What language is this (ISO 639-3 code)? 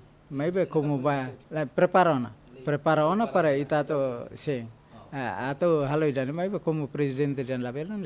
tet